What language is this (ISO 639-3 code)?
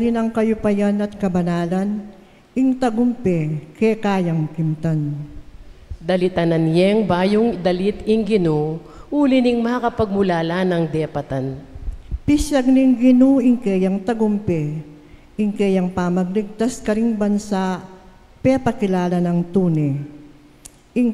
pam